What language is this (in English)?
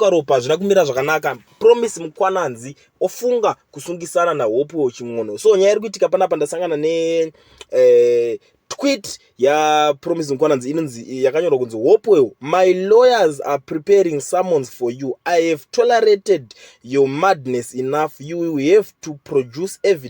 Shona